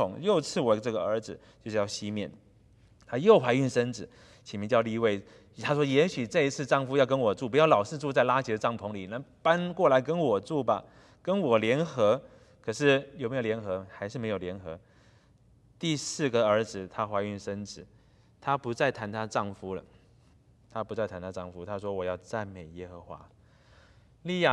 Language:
Chinese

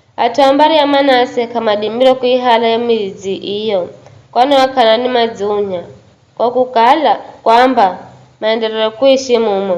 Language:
Giryama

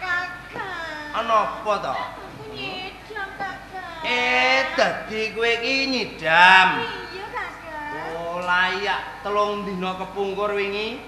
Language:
Javanese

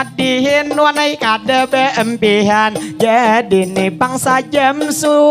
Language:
Banjar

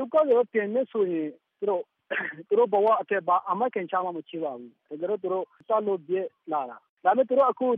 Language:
Burmese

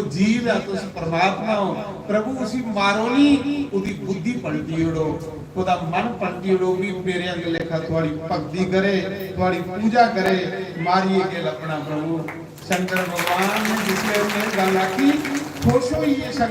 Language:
Dogri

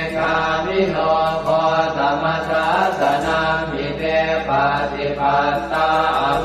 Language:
Pali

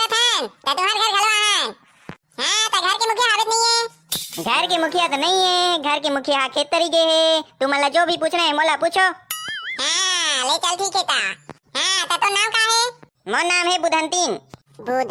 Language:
Chhattisgarhi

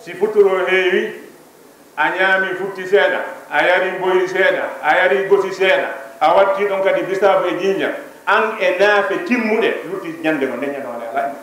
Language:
Fula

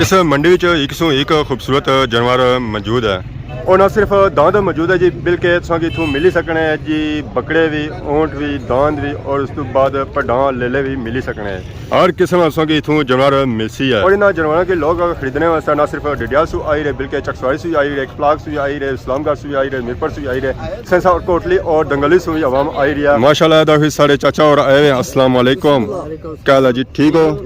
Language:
Pahari-Potwari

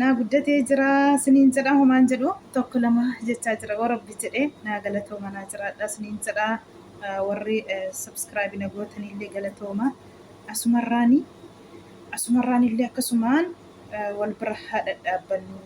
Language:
Oromo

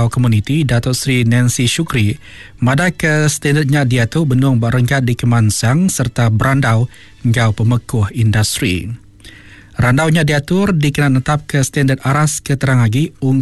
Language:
Iban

